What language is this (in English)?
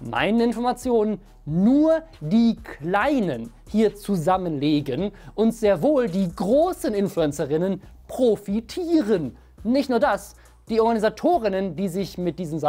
German